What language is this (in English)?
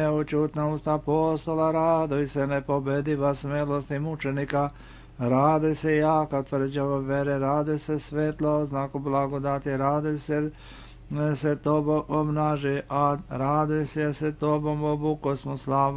Serbian